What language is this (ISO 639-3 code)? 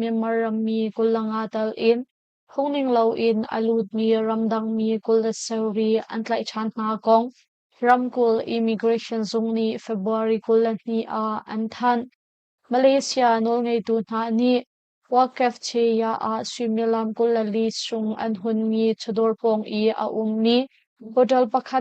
cnh